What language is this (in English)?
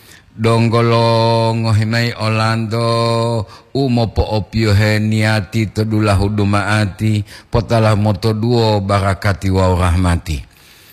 Gorontalo